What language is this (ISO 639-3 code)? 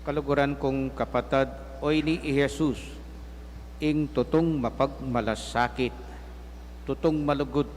pam